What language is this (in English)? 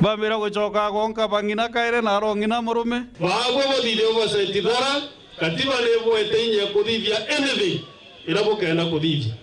Meru